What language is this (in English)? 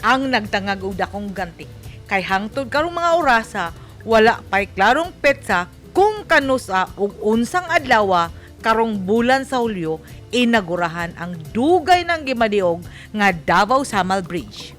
Cebuano